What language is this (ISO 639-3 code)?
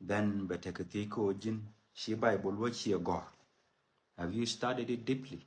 nus